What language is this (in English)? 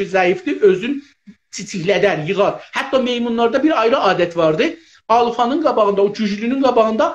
South Azerbaijani